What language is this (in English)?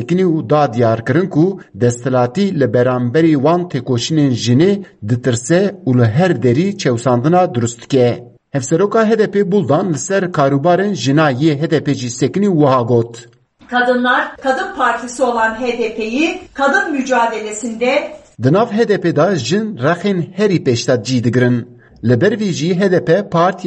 Kurdish